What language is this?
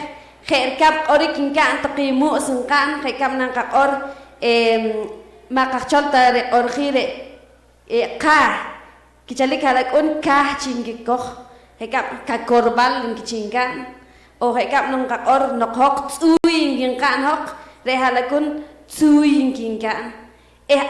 Poqomchi'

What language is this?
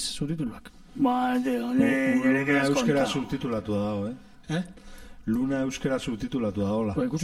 Basque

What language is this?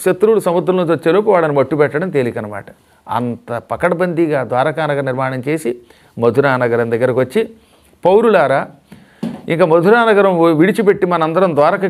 Telugu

